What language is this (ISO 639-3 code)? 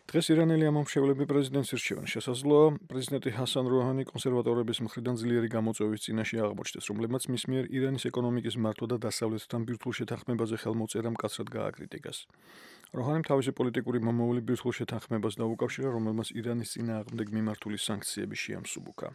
kat